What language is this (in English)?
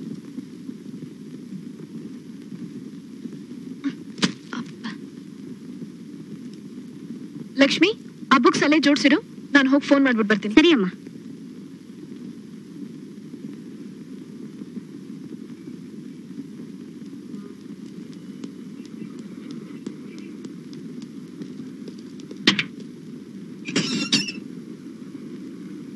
Kannada